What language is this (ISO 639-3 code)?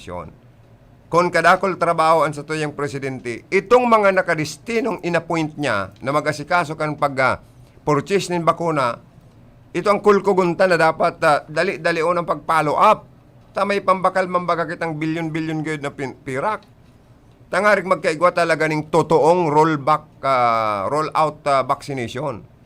bik